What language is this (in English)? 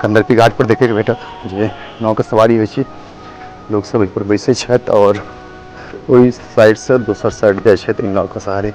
Maithili